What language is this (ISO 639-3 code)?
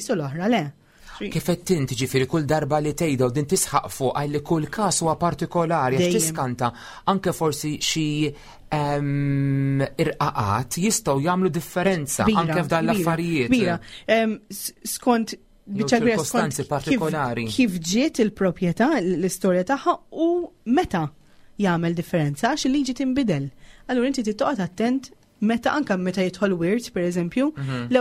mlt